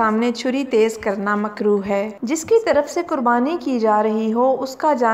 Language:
Urdu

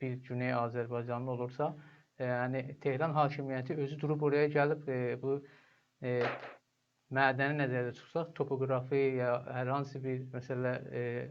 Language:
South Azerbaijani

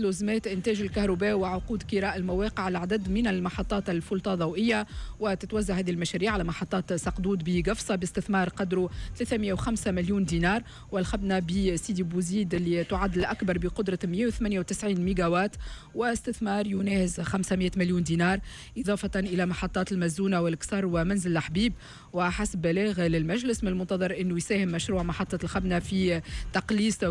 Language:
Tunisian Arabic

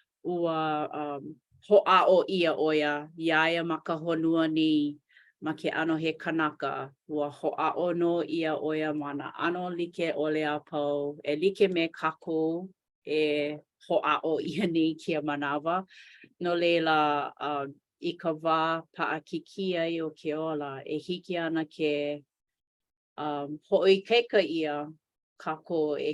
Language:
Hawaiian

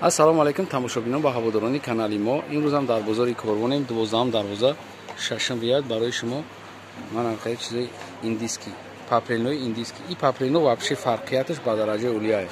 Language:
Tajik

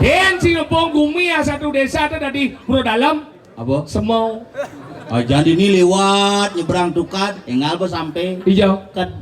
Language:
Balinese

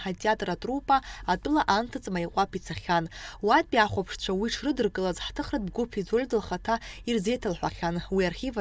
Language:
Abkhazian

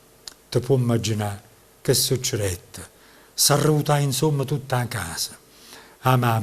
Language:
Neapolitan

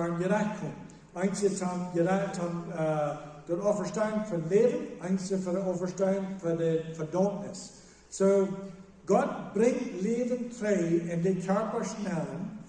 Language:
Plautdietsch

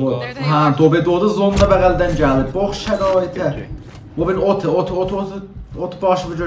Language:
South Azerbaijani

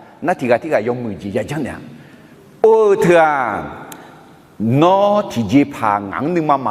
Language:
Akha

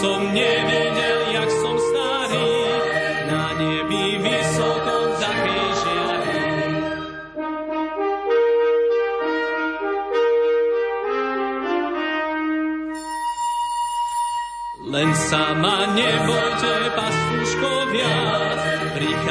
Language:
Slovak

